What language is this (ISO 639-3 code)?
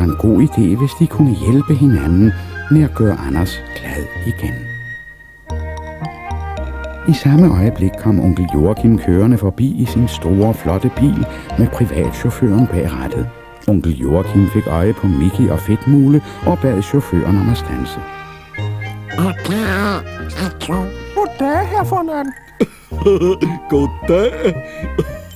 dan